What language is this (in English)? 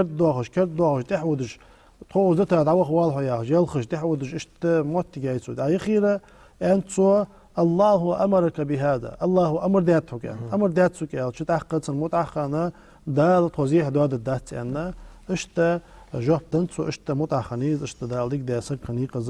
Ingush